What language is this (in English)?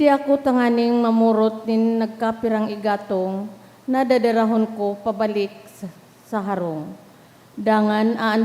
Bikol